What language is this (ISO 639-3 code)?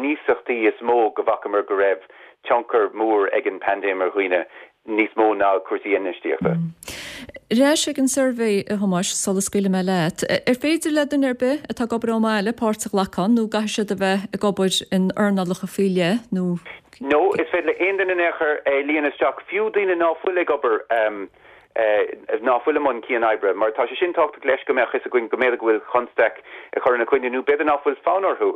gle